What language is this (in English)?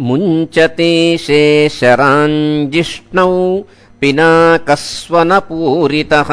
Sanskrit